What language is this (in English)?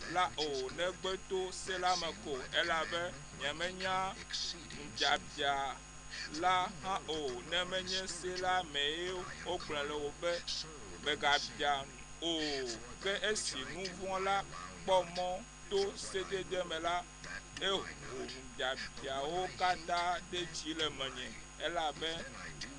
Ewe